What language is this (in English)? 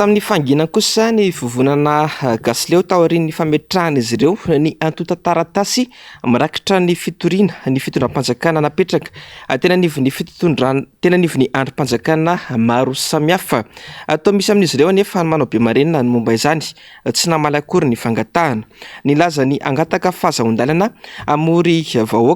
Malagasy